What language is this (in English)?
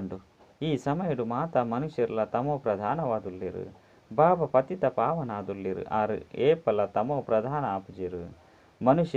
Tulu